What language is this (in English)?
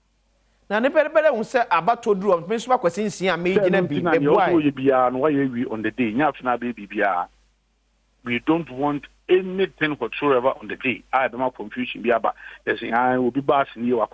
Akan